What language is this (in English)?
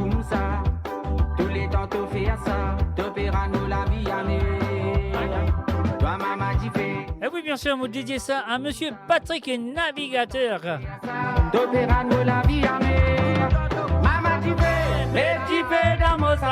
Morisyen